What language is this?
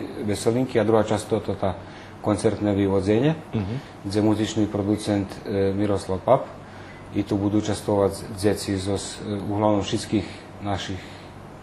Rusyn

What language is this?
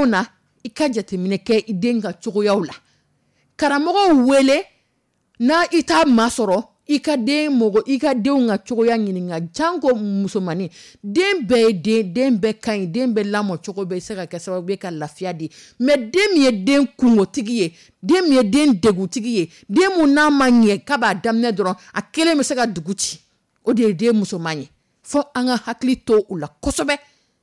Dyula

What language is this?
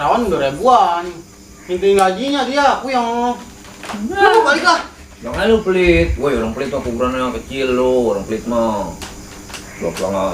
Betawi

